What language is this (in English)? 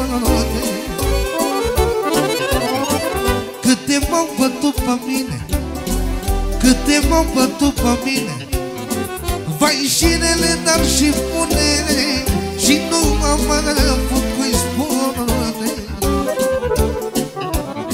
Romanian